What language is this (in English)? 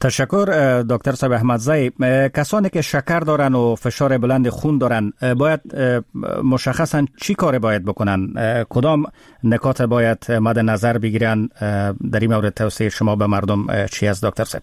Persian